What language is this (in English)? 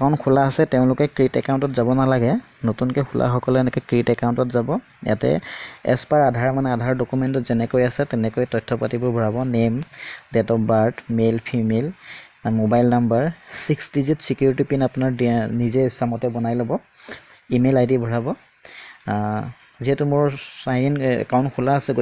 Assamese